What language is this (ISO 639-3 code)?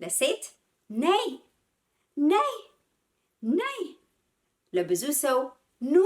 amh